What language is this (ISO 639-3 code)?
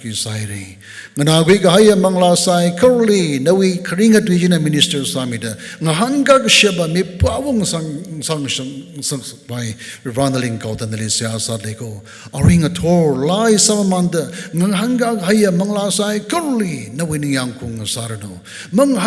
nmf